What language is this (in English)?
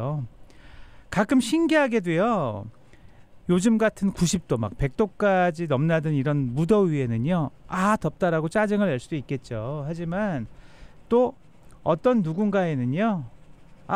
Korean